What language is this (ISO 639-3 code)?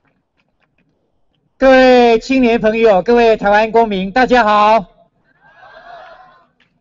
zho